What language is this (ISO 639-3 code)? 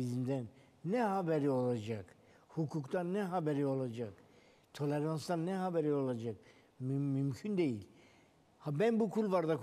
tur